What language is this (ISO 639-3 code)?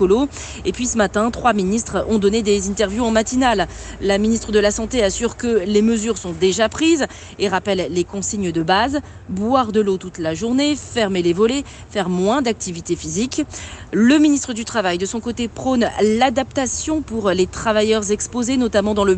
fra